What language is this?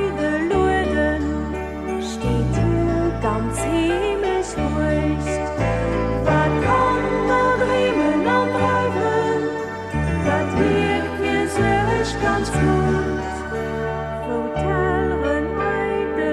Luxembourgish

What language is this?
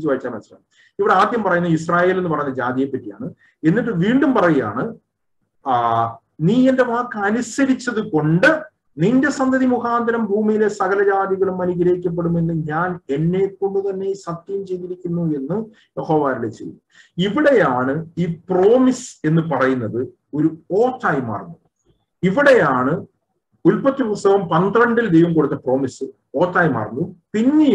Malayalam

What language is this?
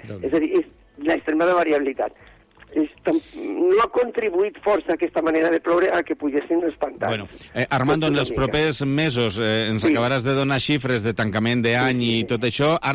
Catalan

